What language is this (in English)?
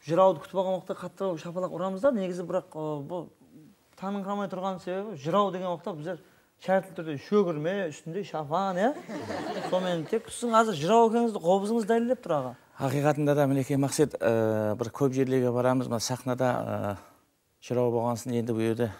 Kara-Kalpak